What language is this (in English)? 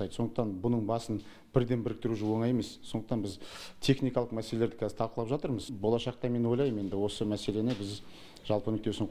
Kazakh